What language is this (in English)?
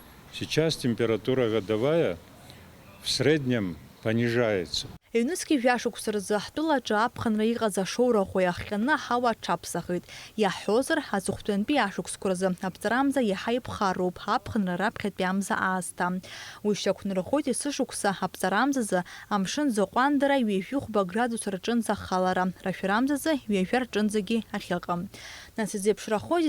Abkhazian